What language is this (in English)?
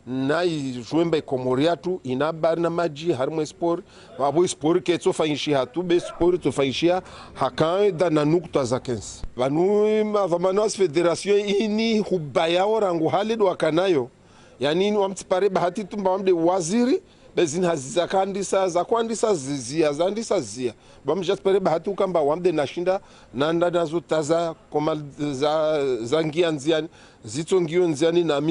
Ngazidja Comorian